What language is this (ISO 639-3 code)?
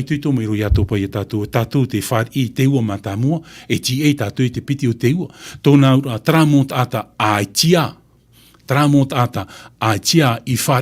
tah